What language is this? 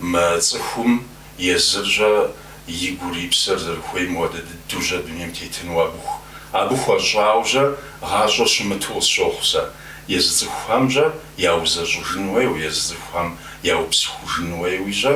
Kabardian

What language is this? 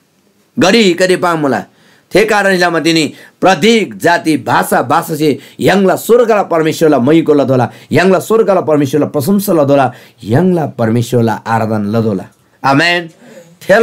Eastern Tamang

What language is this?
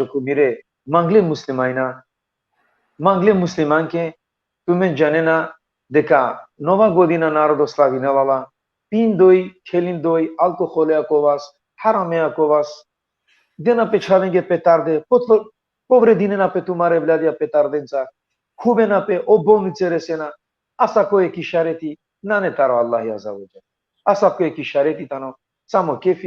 Balkan Romani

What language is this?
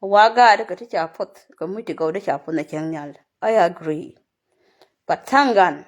Nuer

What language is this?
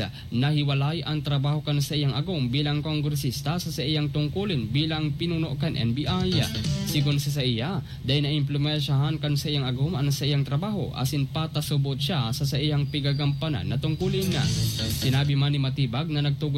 Bikol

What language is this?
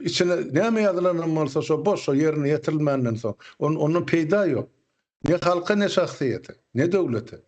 Turkmen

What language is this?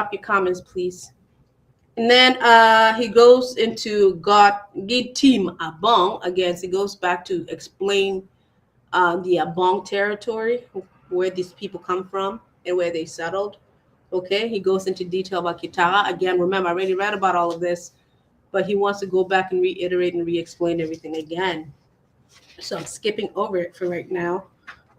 Acoli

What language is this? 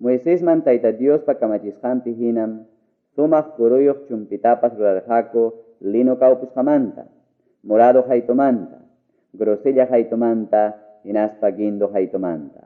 Ayacucho Quechua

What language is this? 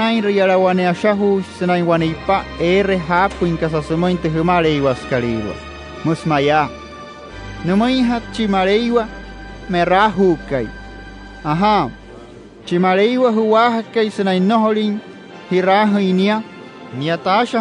Wayuu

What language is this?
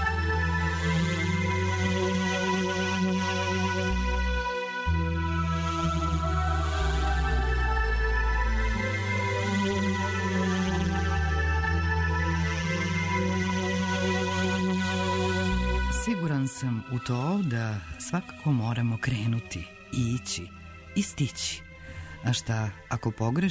Serbian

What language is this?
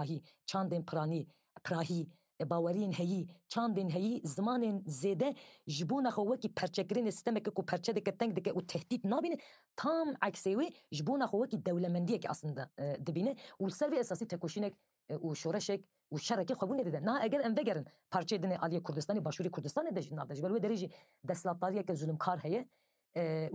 Kurdish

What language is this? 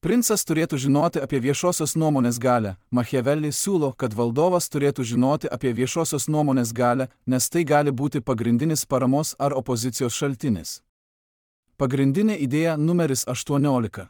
Lithuanian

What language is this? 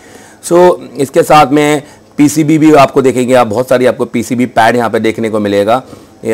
Hindi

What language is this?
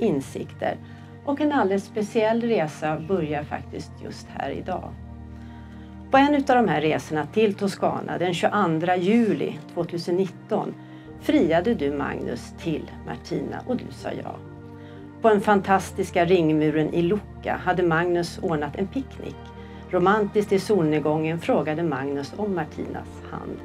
Swedish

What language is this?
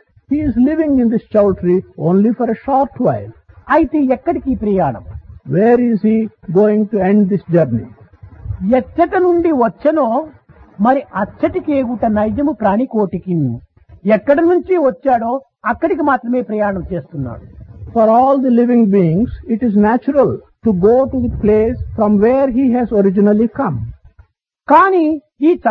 Telugu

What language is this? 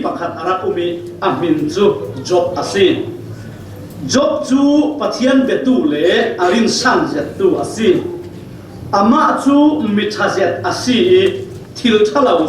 Falam Chin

